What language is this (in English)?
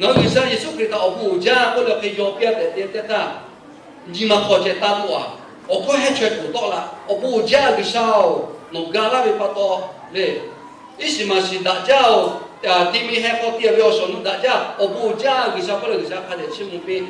Lahu